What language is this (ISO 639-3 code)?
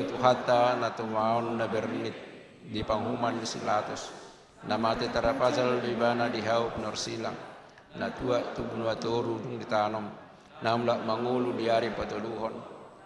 bbc